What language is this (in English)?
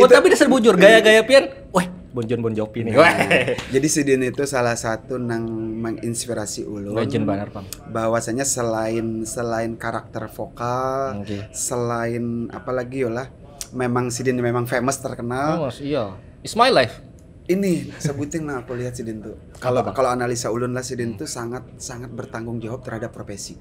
Banjar